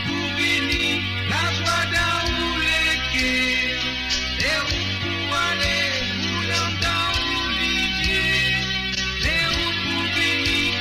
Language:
Morisyen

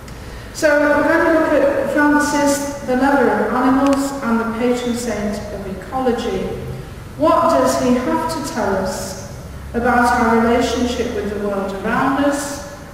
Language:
English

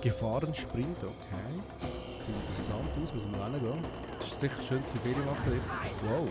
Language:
Swiss German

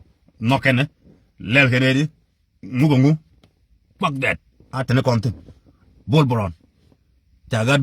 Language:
Nuer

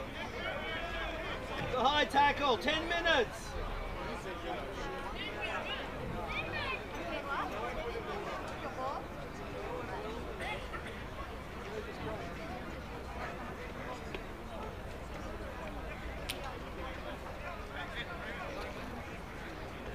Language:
English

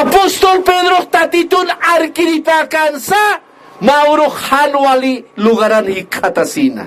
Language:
Aymara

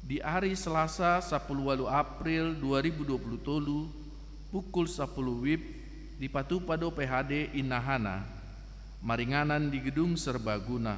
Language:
Batak Toba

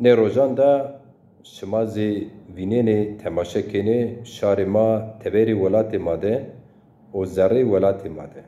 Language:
Zaza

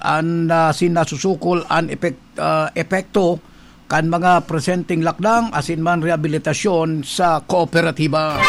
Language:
Bikol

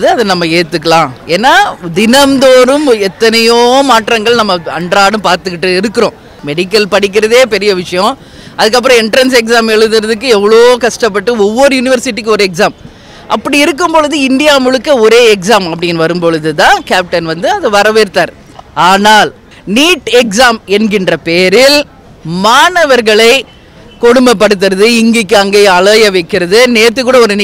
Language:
Tamil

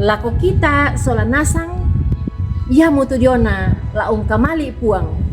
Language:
Toraja-Sa'dan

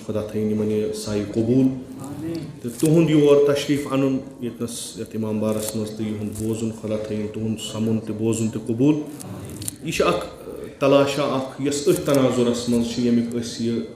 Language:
Kashmiri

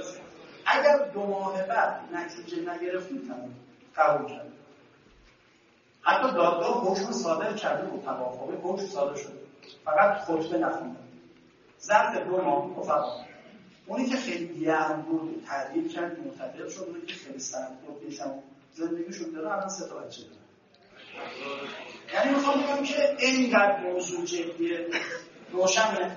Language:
Persian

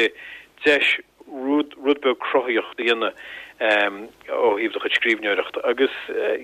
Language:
Irish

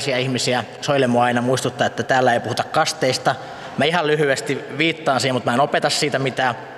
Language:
Finnish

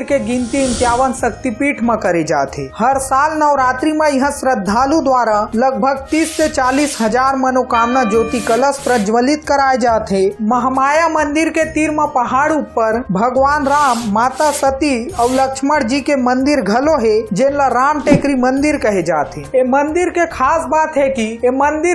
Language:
Chhattisgarhi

